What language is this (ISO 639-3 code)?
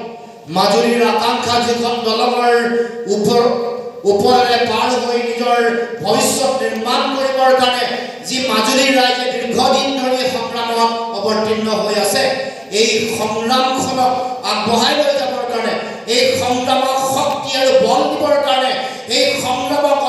asm